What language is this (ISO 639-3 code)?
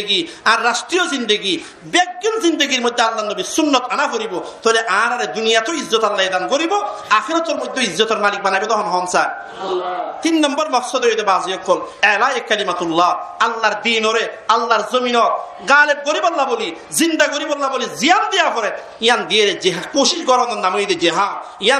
rhg